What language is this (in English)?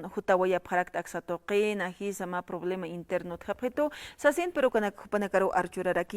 Aymara